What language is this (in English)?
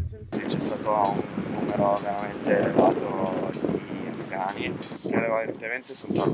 Italian